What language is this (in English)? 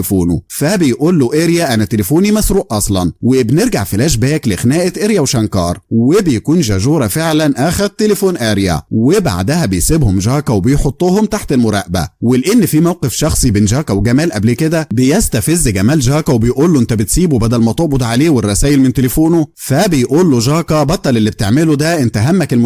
Egyptian Arabic